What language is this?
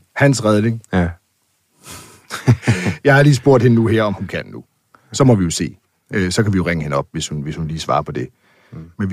Danish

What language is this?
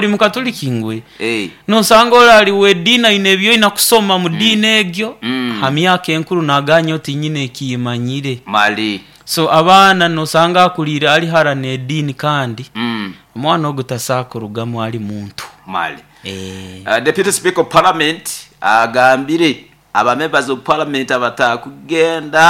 Nyoro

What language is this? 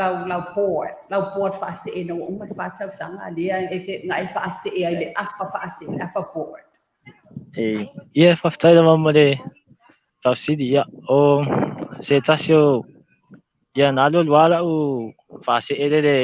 Samoan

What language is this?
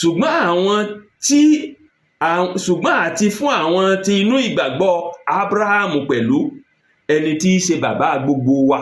Yoruba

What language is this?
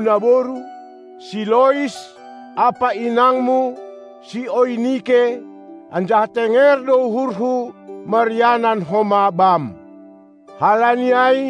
Batak Simalungun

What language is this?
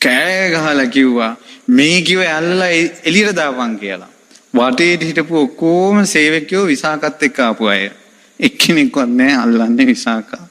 Sinhala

